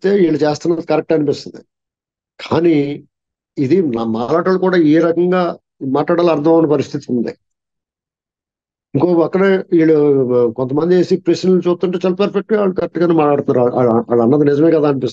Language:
Telugu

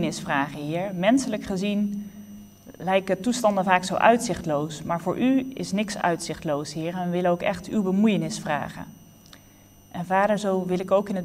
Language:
Dutch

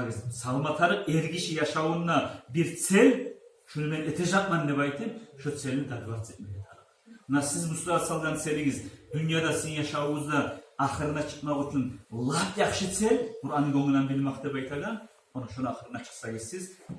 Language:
Kumyk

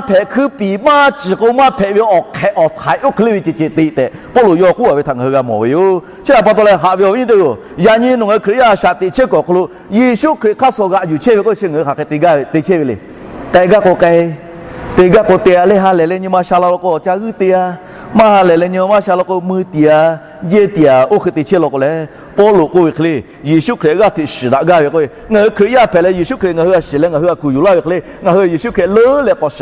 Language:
Lahu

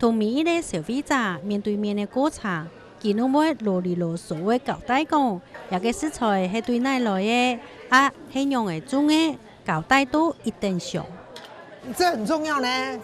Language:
Hakka Chinese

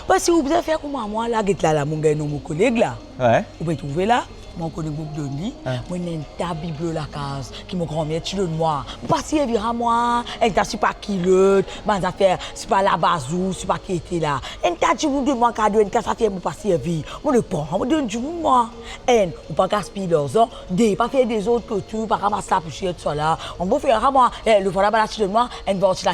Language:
Morisyen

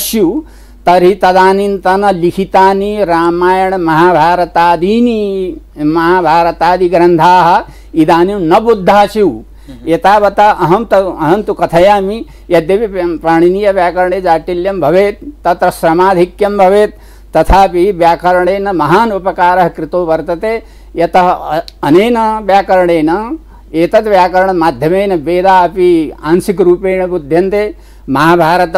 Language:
Sanskrit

